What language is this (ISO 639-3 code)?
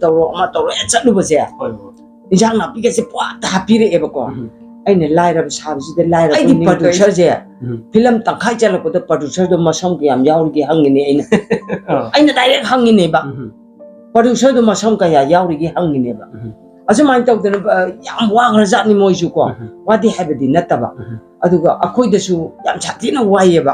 mni